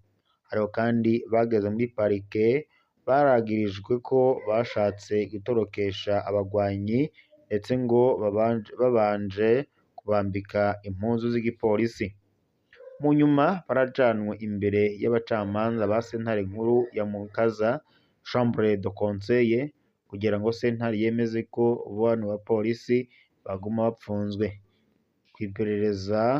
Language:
Rundi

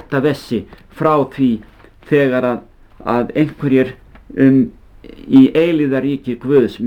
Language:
Icelandic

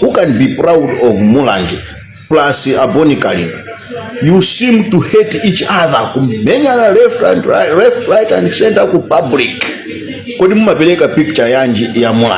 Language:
Nyanja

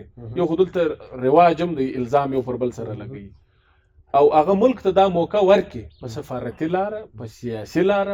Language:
Pashto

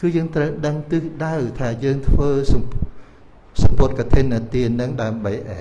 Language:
Khmer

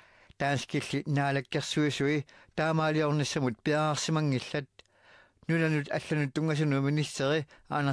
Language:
Kalaallisut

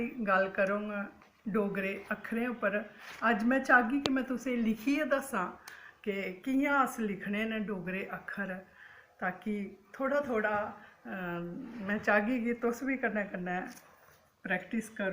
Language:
Dogri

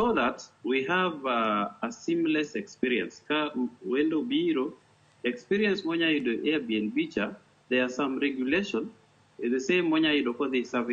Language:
Luo (Kenya and Tanzania)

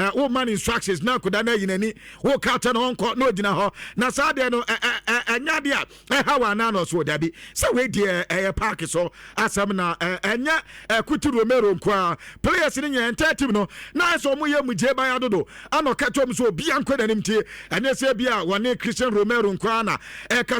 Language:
Akan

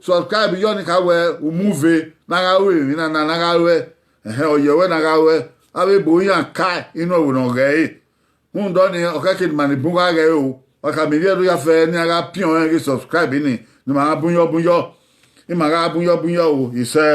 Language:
Bini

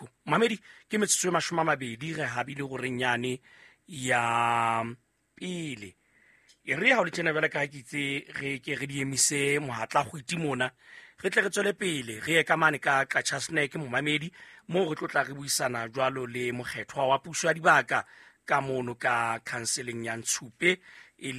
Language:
Southern Sotho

